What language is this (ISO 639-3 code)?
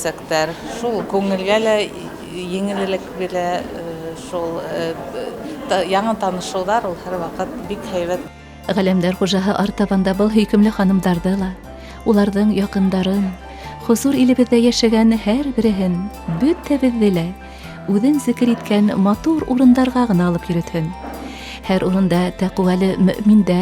bak